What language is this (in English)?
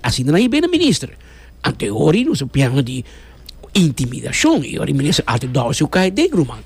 Papiamento